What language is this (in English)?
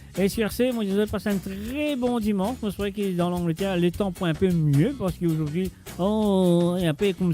Morisyen